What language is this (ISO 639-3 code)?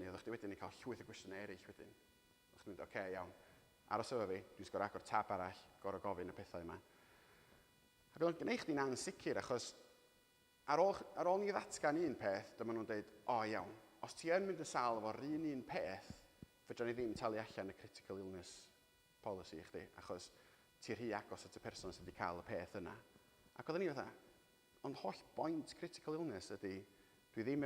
cym